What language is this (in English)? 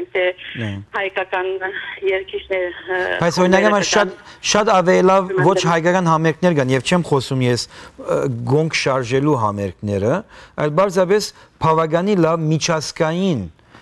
Western Armenian